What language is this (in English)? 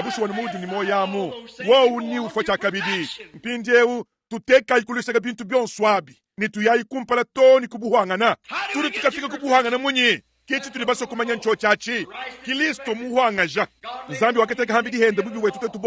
Luba-Lulua